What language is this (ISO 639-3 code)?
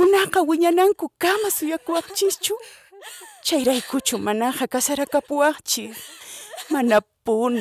que